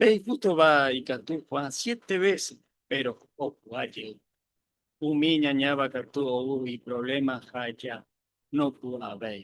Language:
Guarani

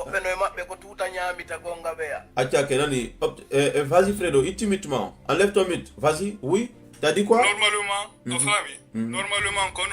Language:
Fula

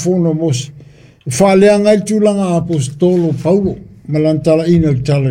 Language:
Samoan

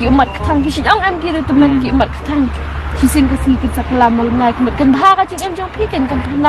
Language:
Khasi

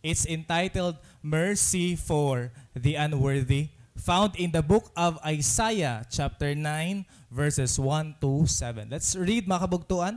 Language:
Waray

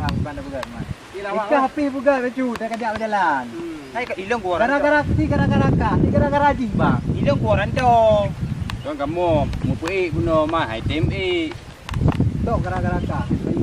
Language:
Achinese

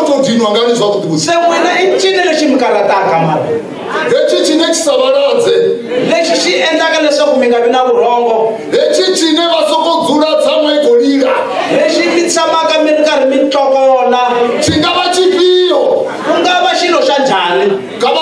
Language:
Tsonga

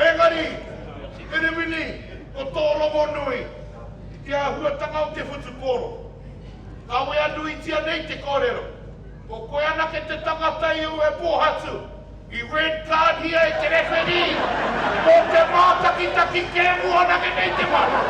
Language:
Māori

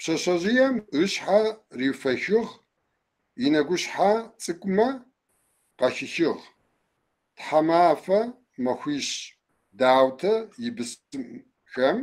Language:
Kabardian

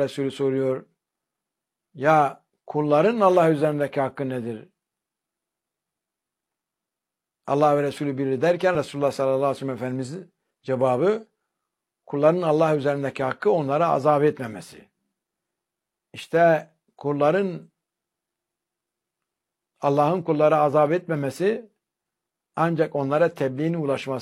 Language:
Turkish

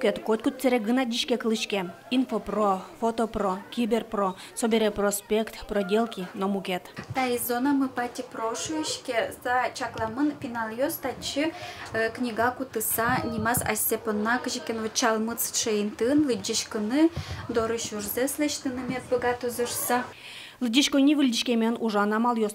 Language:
Udmurt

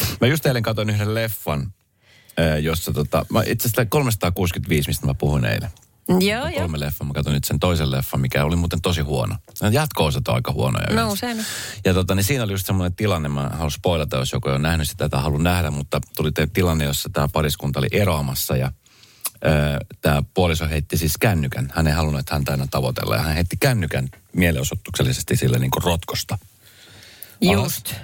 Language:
Finnish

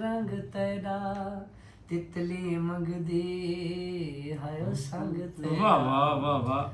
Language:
Saraiki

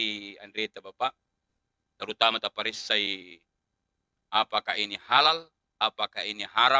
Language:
Buginese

